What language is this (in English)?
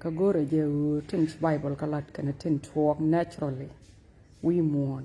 Nuer